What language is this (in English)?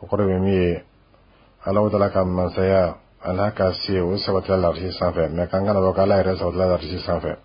Dyula